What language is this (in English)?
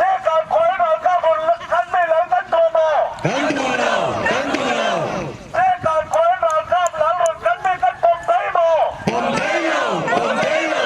Falam Chin